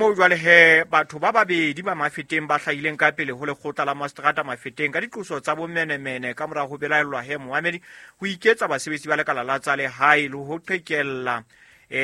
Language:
Southern Sotho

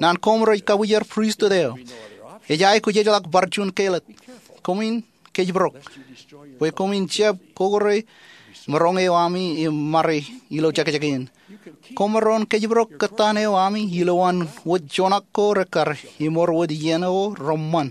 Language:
Marshallese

